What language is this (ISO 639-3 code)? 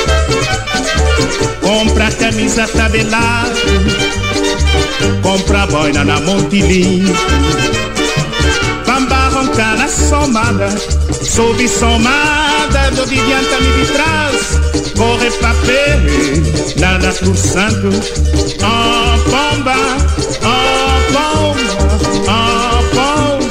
por